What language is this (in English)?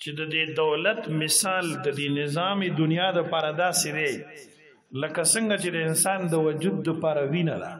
Pashto